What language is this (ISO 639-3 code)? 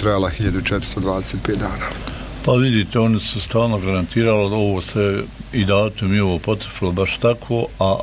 bos